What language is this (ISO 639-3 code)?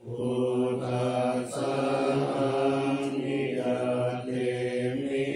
pli